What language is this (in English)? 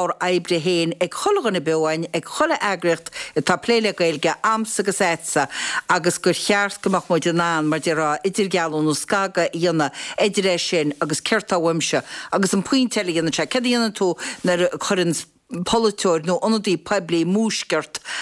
Irish